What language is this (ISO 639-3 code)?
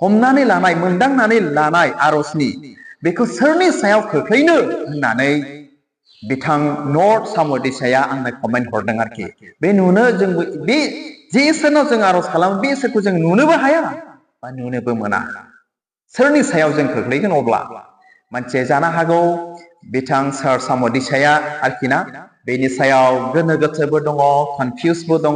brx